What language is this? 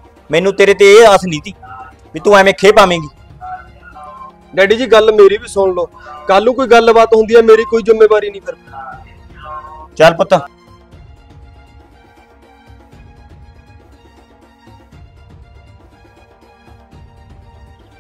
Punjabi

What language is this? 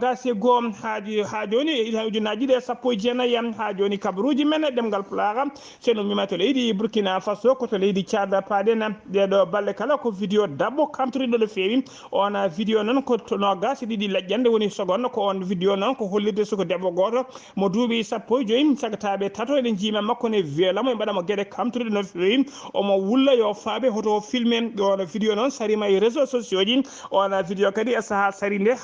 Fula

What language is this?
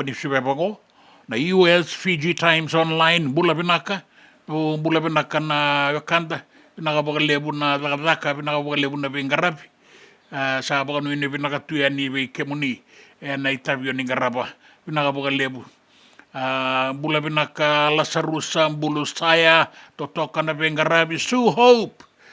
Fijian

